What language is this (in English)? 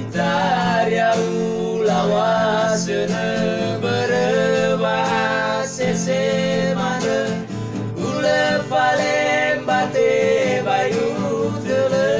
Nias